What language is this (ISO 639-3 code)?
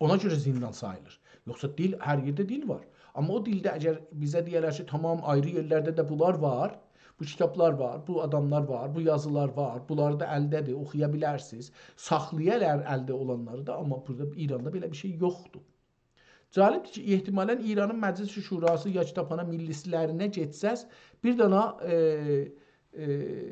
azb